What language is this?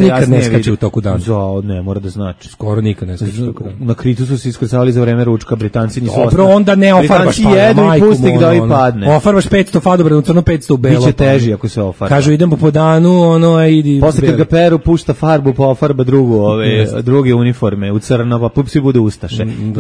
Serbian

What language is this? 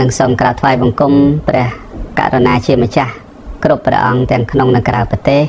Khmer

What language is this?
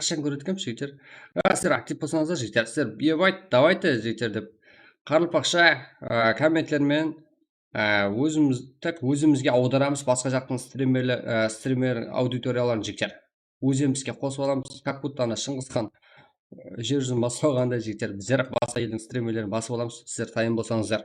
Kara-Kalpak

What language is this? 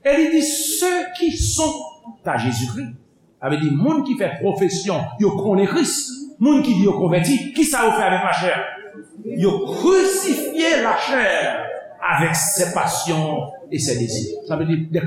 Haitian Creole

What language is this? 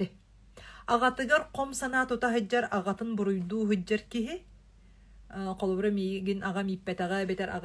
Yakut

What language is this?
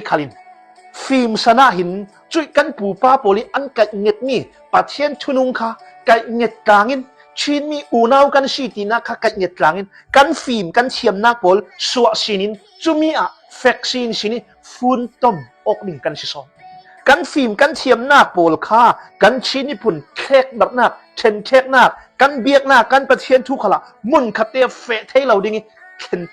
Hakha Chin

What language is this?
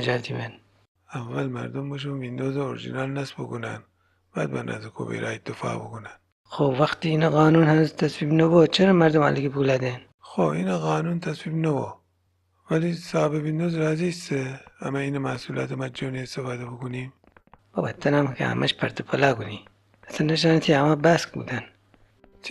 Gilaki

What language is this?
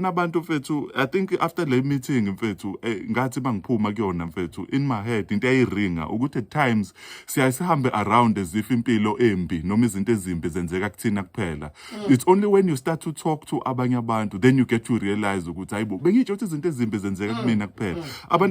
Zulu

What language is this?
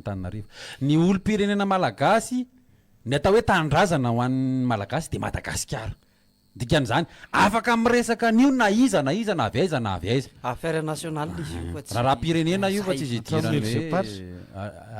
Malagasy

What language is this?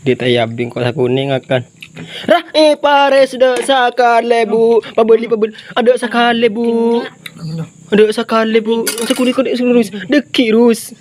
Madurese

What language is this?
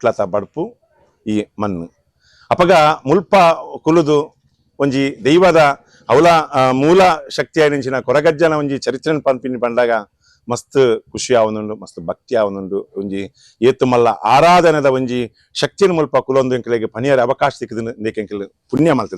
Tulu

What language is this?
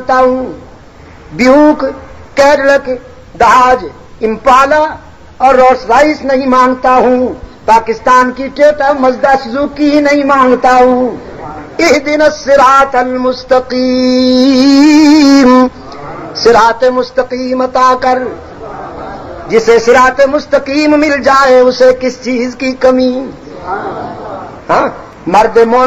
Urdu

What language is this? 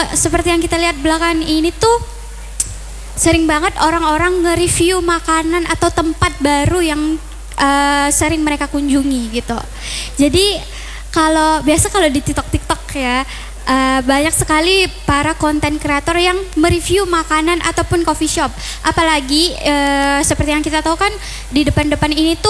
Indonesian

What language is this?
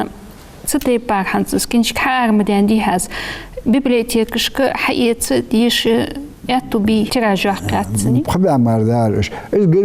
Ingush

